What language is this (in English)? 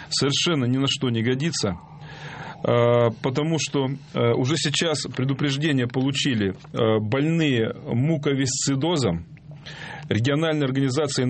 Russian